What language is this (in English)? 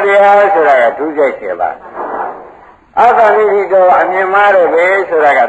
Burmese